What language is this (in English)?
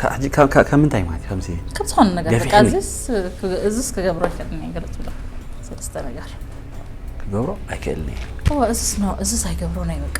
Tigrinya